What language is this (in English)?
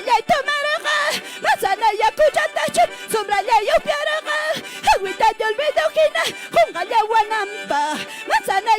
Ayacucho Quechua